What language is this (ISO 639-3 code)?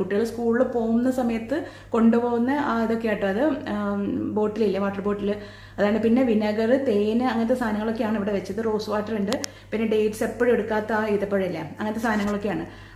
mal